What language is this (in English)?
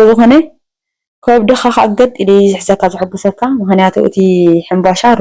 Tigrinya